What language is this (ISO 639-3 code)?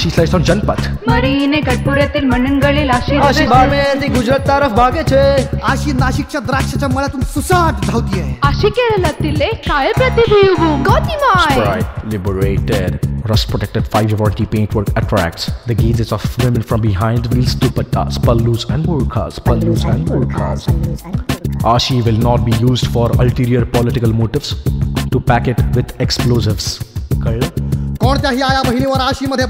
mar